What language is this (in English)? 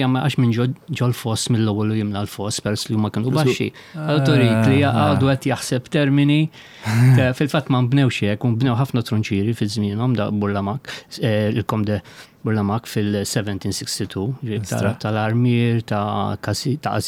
Maltese